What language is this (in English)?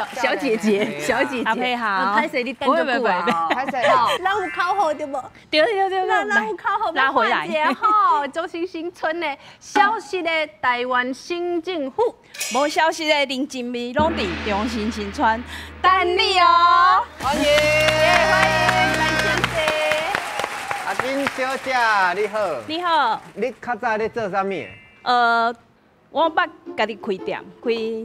Min Nan Chinese